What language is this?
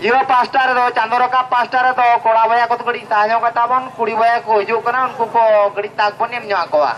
Santali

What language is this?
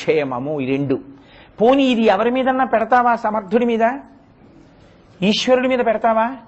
Telugu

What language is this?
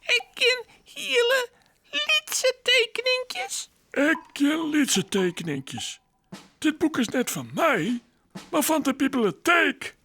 Western Frisian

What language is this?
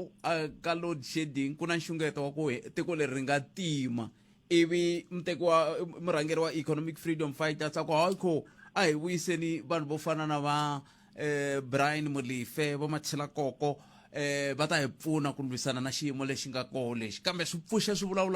Tsonga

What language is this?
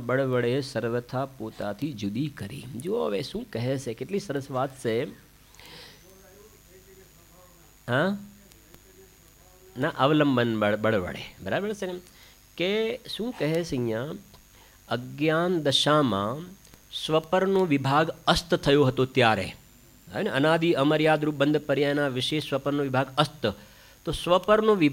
Gujarati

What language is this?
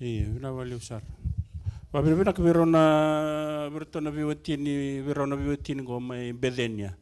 Fijian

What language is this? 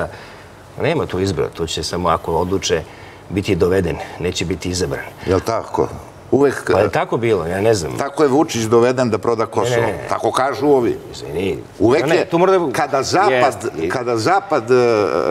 Serbian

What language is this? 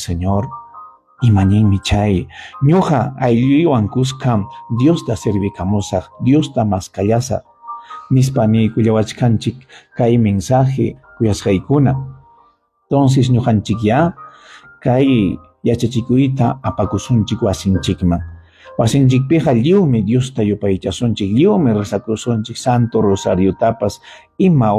Ayacucho Quechua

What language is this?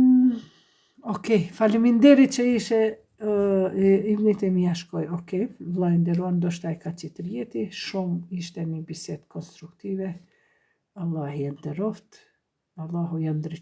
Albanian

